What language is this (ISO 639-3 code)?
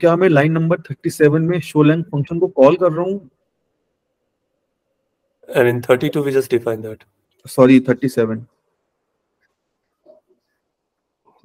hin